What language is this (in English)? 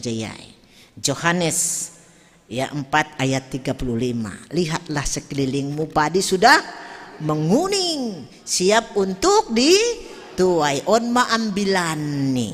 Batak Simalungun